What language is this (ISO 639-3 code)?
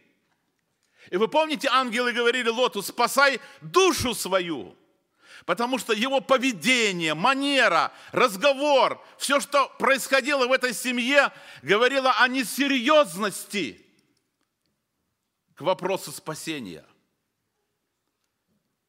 rus